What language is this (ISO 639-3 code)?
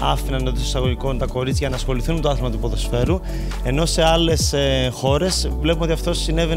ell